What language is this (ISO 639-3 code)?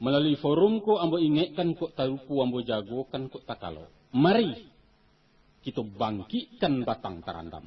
min